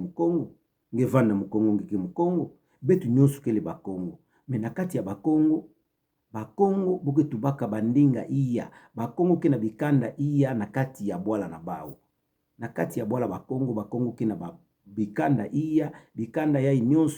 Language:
Kituba (Democratic Republic of Congo)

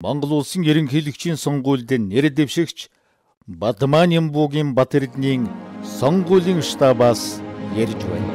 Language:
Mongolian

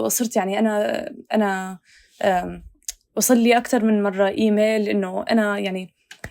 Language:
North Levantine Arabic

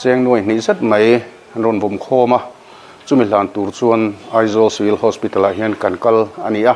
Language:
Mizo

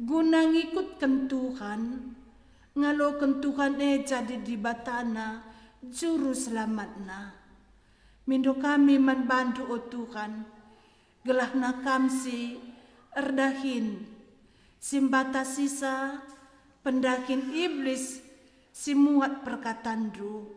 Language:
Batak Karo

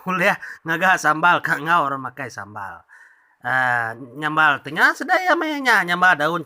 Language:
Iban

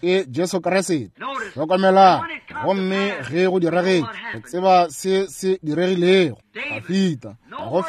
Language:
Northern Sotho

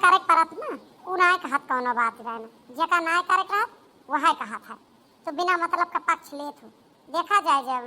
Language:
Awadhi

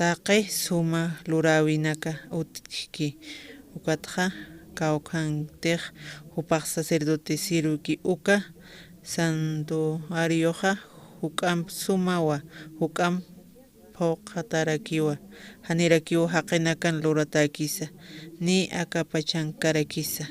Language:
Aymara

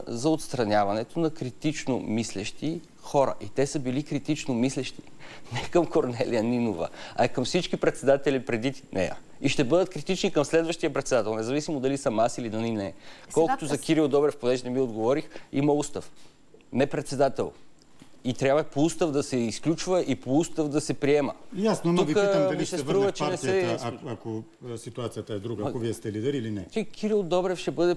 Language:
Bulgarian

